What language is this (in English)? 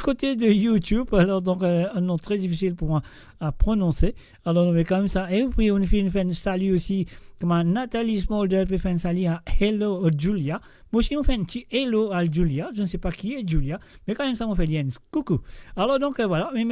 Morisyen